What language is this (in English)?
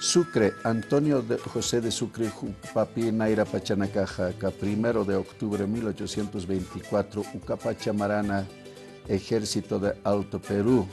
Aymara